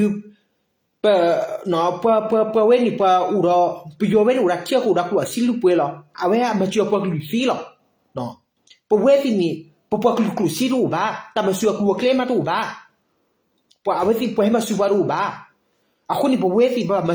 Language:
S'gaw Karen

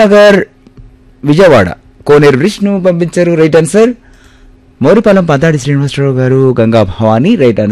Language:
Telugu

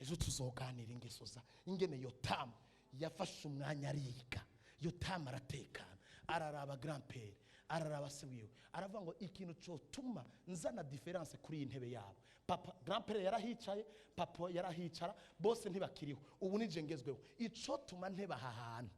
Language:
Rundi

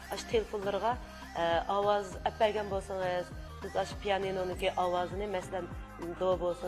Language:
Uyghur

